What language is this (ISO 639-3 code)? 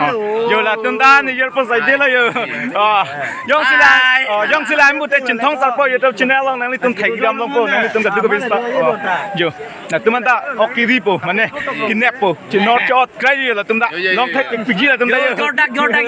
mjw